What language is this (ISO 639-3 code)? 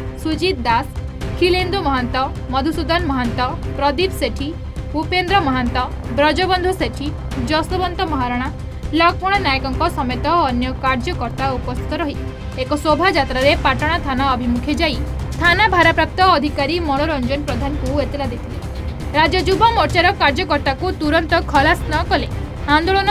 ori